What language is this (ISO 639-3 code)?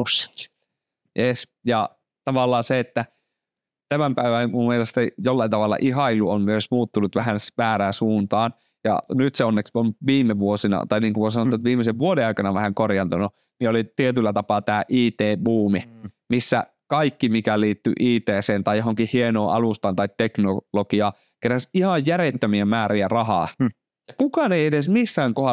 fin